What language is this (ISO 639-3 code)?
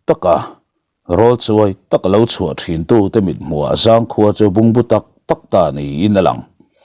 lus